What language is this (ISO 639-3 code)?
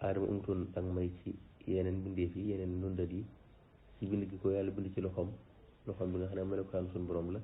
wol